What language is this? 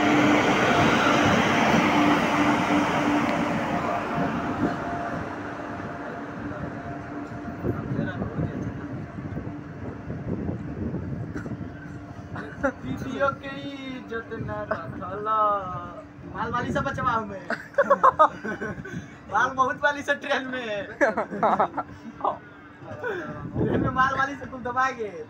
Bhojpuri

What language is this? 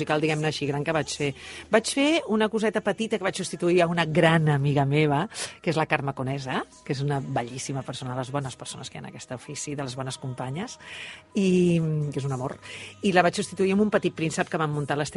Catalan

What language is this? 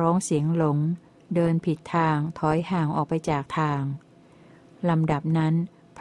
Thai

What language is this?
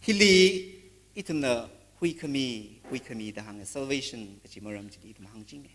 Tangkhul Naga (India)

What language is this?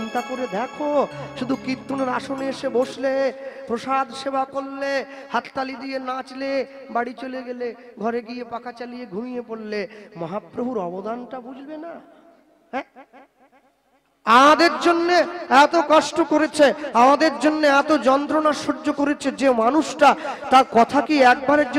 Bangla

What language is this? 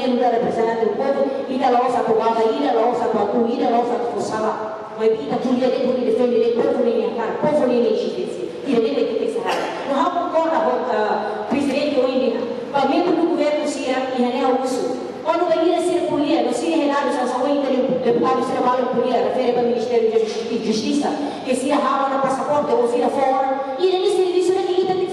Tetum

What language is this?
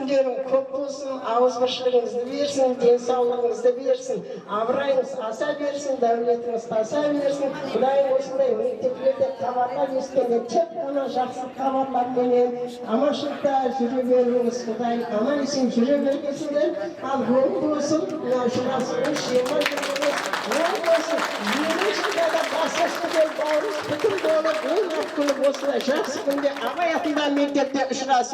Kara-Kalpak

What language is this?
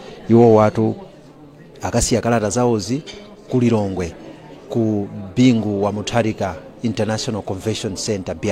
Nyanja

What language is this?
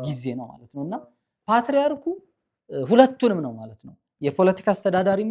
Amharic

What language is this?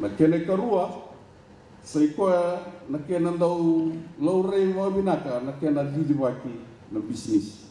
Fijian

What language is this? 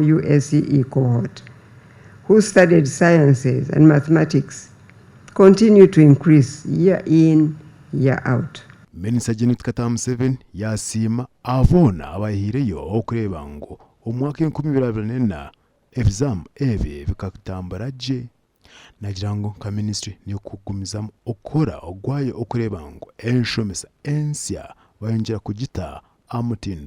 Nyankole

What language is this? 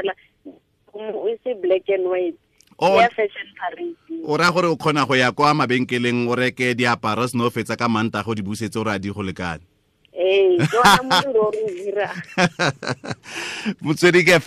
Tswana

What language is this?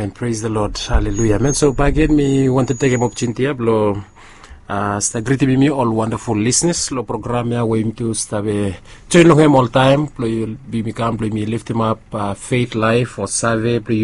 Bislama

